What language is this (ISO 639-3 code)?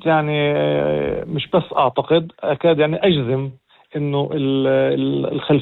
apc